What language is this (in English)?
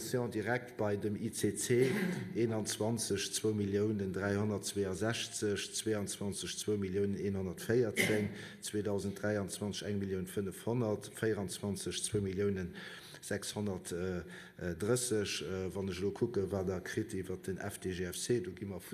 Luxembourgish